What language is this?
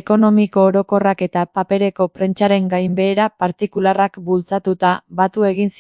Basque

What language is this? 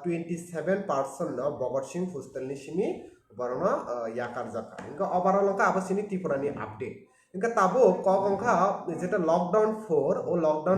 Kok Borok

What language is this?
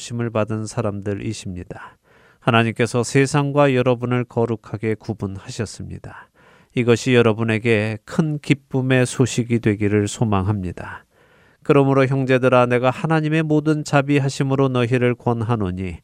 Korean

